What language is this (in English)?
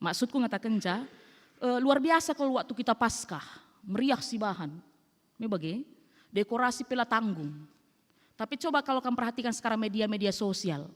Batak Karo